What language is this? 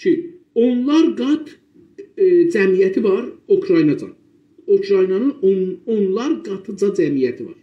South Azerbaijani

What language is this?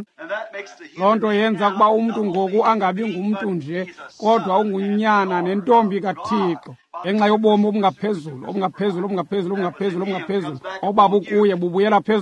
Xhosa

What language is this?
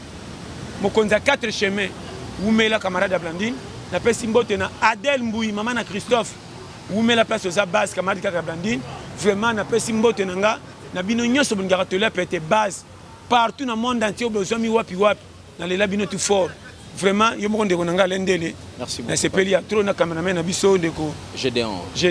Lingala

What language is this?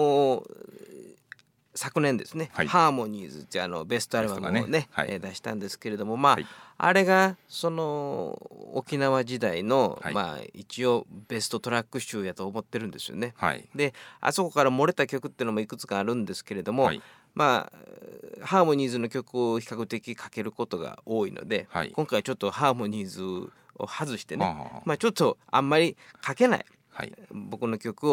Japanese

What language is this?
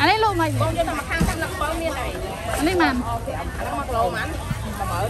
Khmer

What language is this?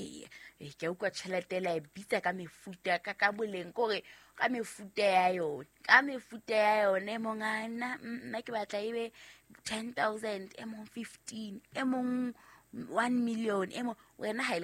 Southern Sotho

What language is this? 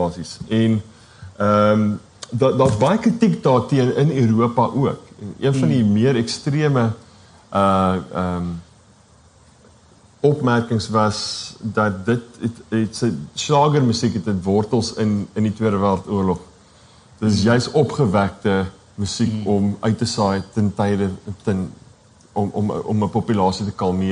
Afrikaans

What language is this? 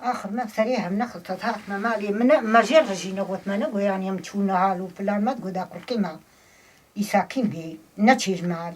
Kurdish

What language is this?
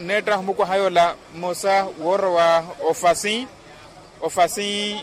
Makhuwa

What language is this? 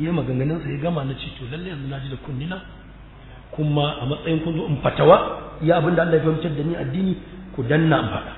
Hausa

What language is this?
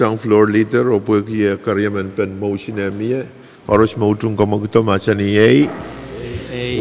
Pohnpeian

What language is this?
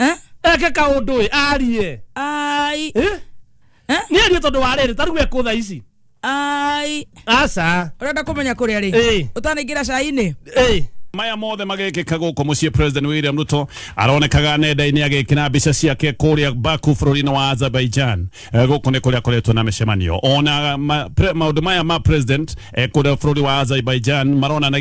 Kikuyu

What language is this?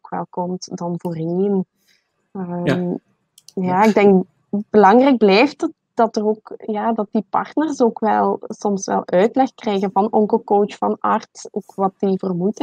Dutch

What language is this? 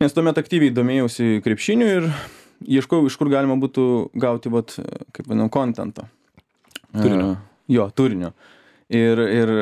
Lithuanian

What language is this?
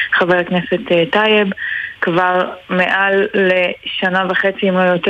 Hebrew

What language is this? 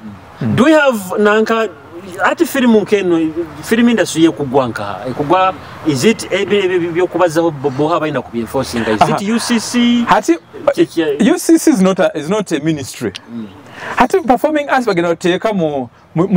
Nyoro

